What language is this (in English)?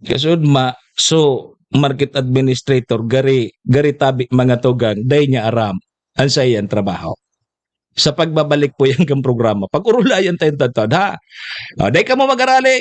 Bikol